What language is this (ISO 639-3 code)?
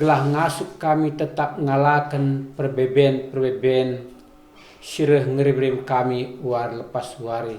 btx